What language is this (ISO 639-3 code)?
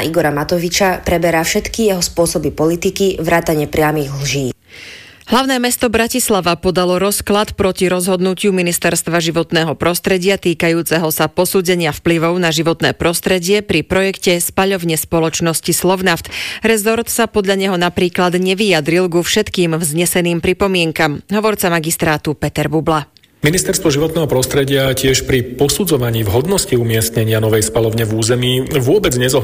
slk